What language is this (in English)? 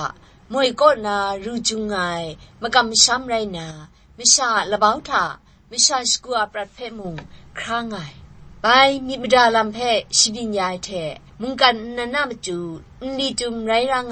Kachin